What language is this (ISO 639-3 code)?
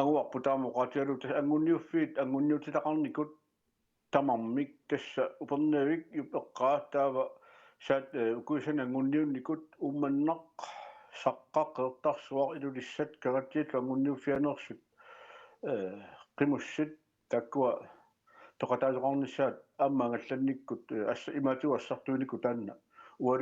kal